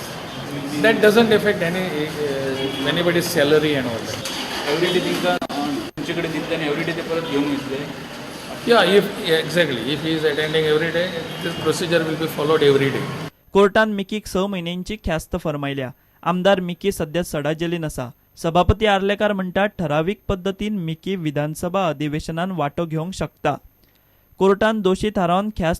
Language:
Konkani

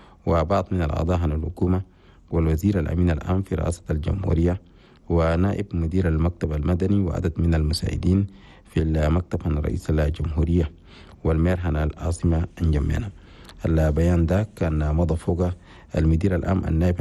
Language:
Chadian Arabic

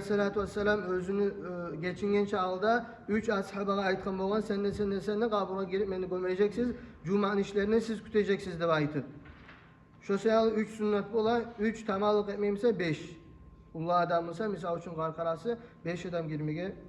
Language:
Kumyk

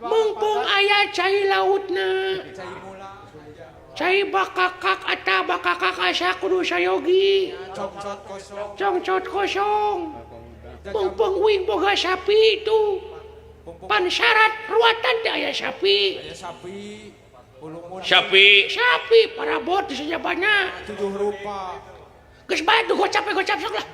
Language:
Sundanese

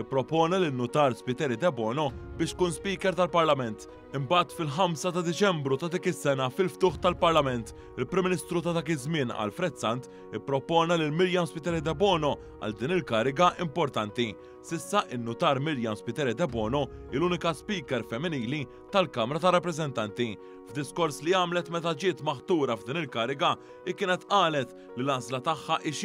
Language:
Maltese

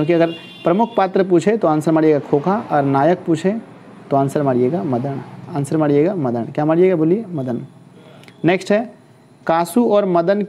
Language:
Hindi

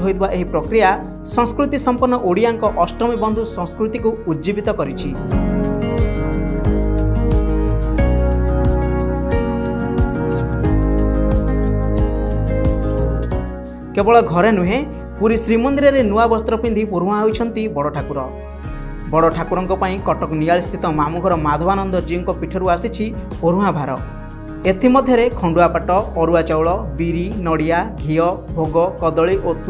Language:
Odia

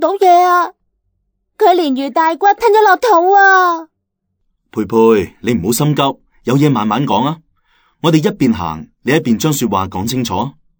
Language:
Cantonese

